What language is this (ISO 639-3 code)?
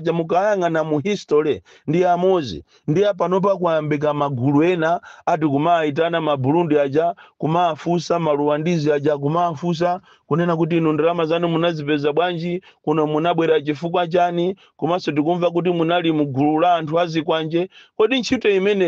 nya